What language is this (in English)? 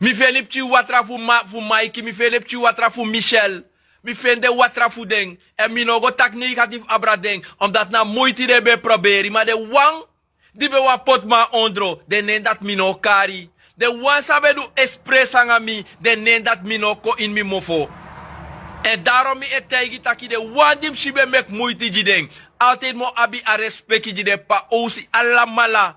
Sranan Tongo